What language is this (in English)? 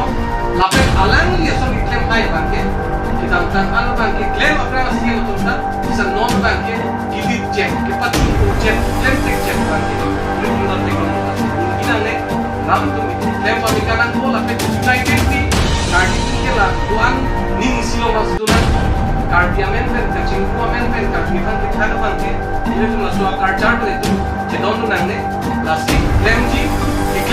Karbi